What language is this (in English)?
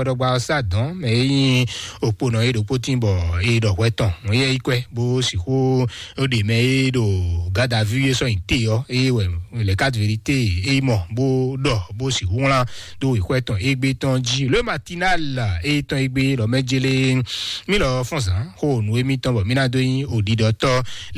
Fon